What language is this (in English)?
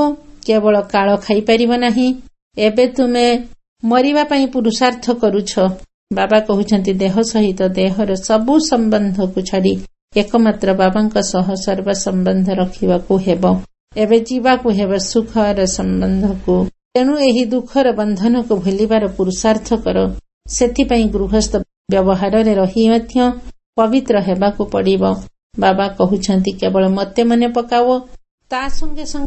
Odia